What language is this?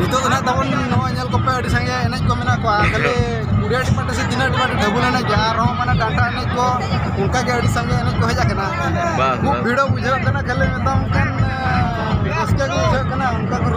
Santali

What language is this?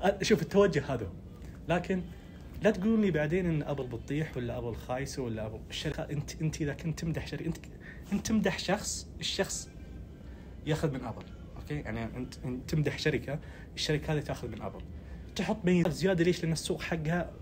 Najdi Arabic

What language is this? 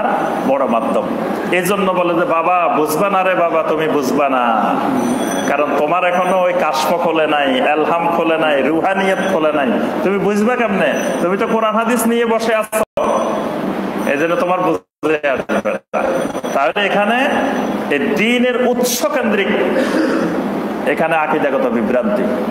Bangla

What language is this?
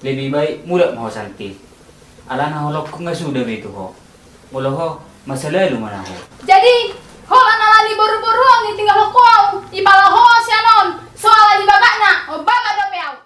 Batak Toba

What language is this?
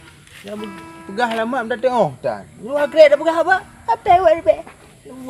Achinese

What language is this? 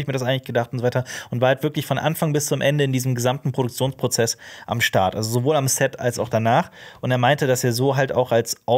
German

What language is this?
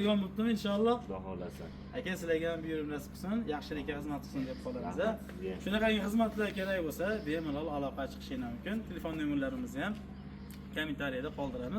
Uzbek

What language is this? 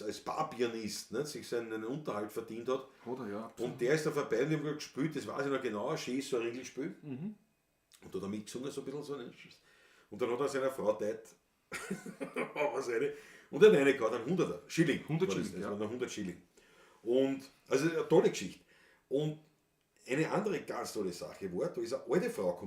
Bavarian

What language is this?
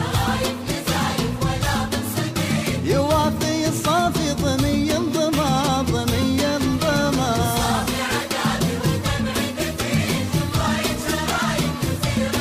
Gulf Arabic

